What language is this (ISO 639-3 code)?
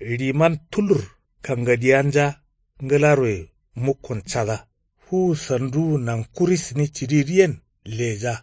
kau